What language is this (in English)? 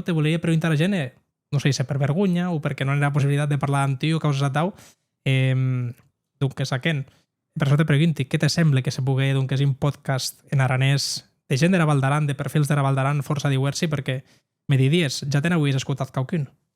Occitan